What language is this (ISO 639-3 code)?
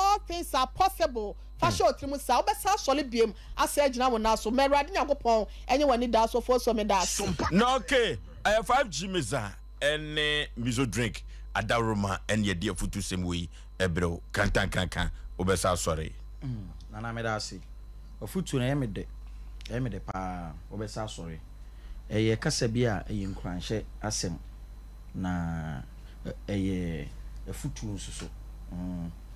aka